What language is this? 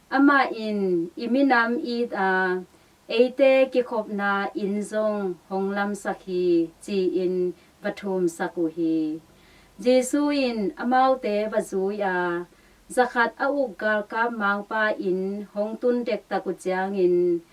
Tedim Chin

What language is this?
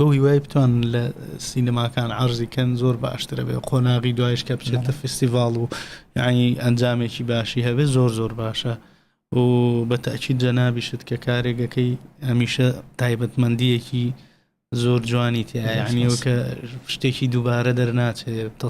Central Kurdish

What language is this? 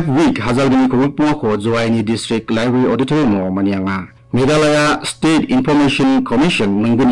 Garo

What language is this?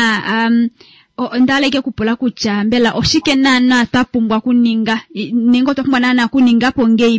Kuanyama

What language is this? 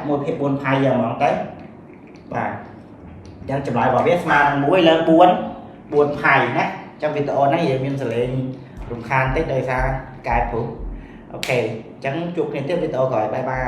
Khmer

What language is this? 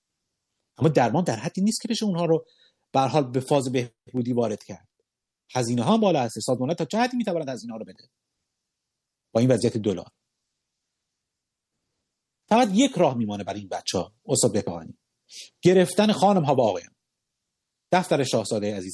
Persian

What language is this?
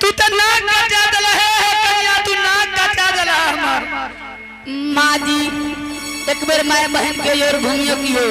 Angika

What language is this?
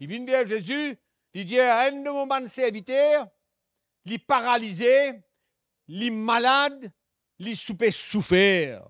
Morisyen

